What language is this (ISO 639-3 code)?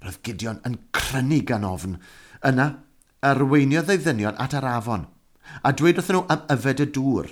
cym